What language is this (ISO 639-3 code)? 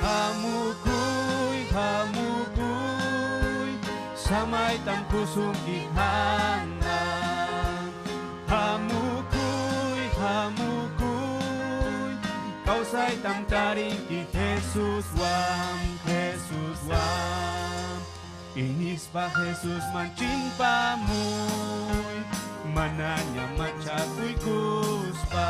quy